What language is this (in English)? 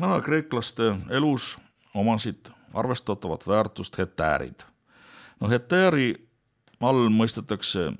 Estonian